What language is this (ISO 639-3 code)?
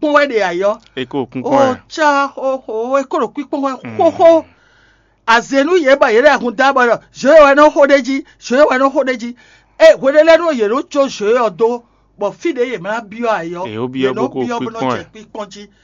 fon